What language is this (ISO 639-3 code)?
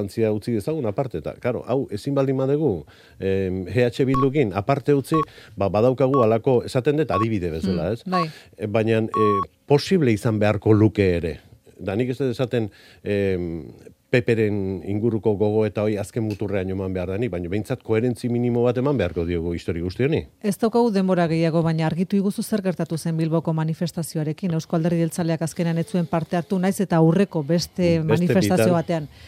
eus